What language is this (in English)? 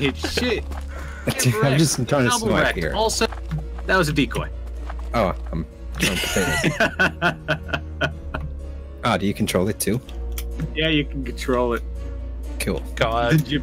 English